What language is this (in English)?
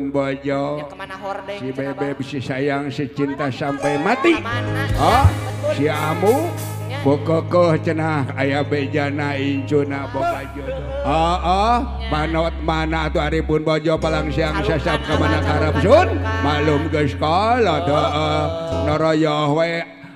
Sundanese